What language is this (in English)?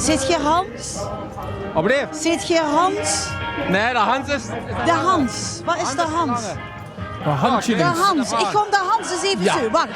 Limburgish